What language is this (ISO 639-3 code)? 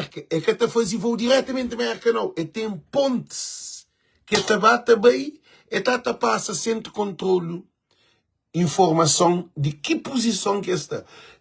kea